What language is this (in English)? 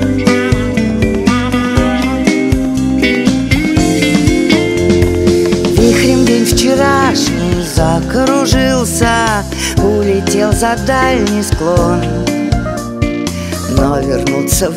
Russian